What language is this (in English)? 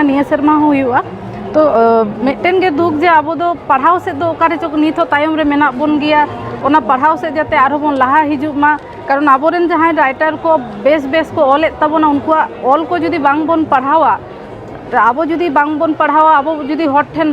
Santali